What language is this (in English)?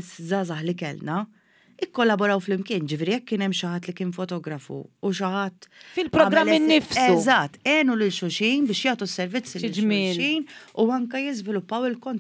Maltese